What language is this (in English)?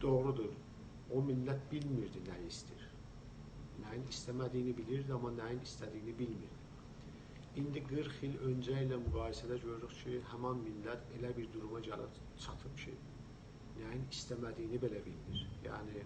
South Azerbaijani